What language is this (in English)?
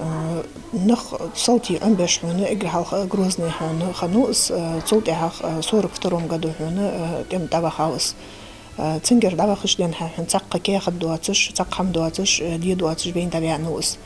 Ingush